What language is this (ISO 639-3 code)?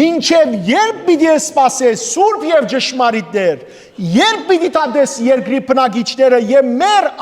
hyw